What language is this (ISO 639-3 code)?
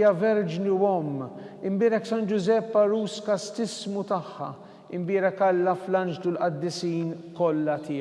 mlt